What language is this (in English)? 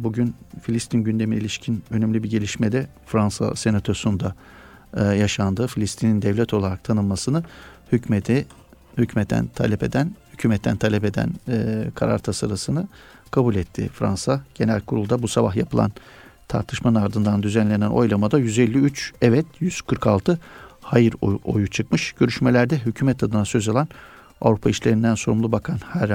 Turkish